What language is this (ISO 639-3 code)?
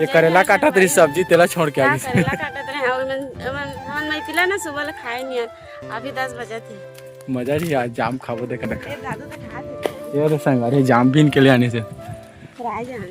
hne